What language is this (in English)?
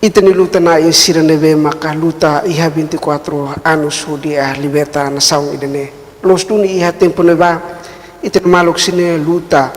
Tetum